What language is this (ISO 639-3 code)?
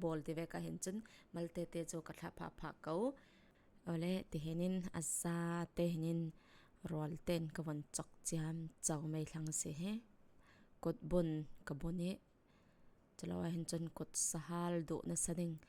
cfm